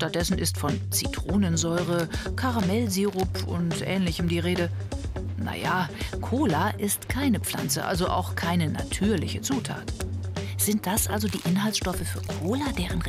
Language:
German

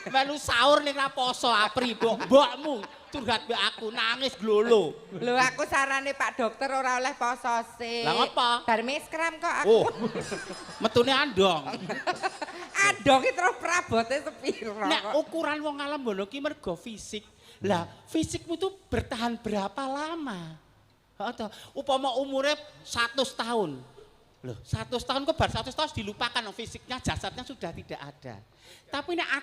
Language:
Javanese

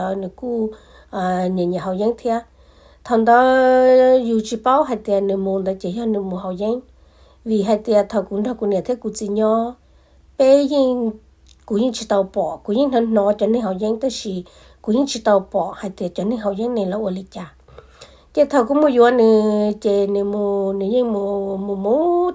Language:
Hmong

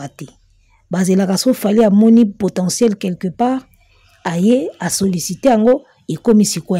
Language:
Lingala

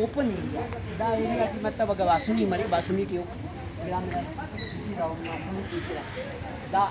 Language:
Brahui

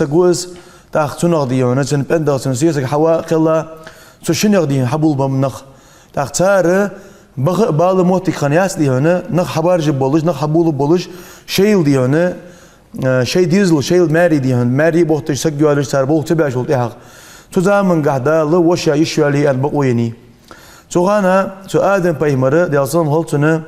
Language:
Ingush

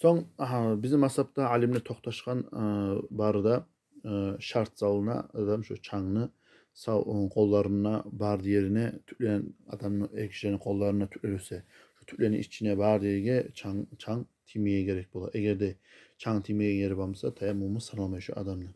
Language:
Kumyk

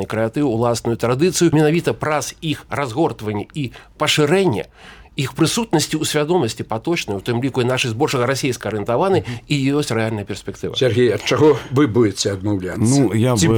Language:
Belarusian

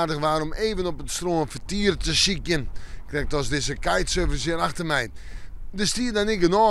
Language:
Western Frisian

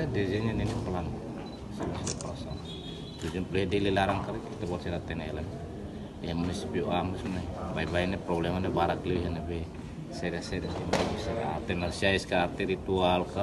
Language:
Tetum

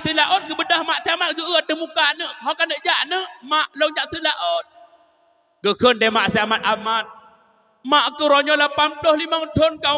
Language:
Achinese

